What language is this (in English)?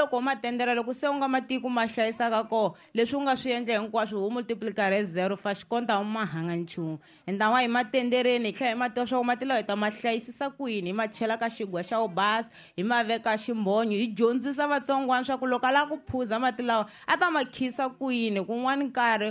Tsonga